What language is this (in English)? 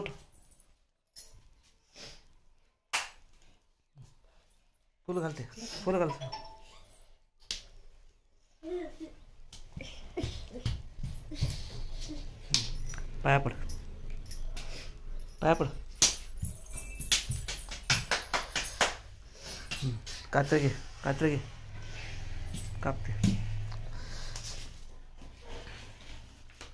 Marathi